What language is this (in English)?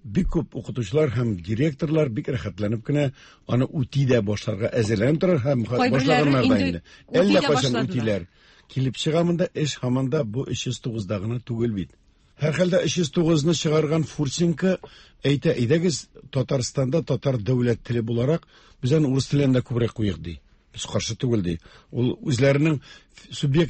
Tatar